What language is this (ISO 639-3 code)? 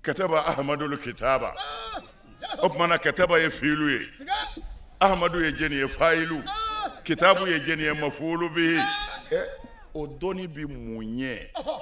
bam